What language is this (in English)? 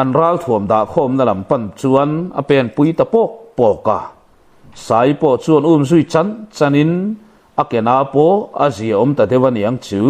Mizo